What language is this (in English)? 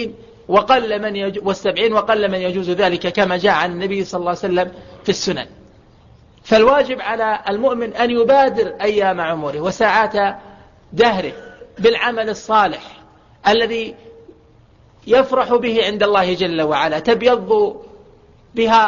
Arabic